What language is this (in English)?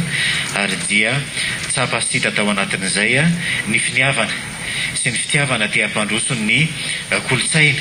Malagasy